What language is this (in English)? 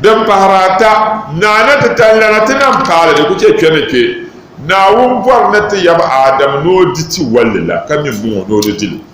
Dagbani